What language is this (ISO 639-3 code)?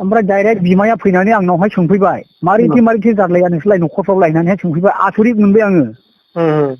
brx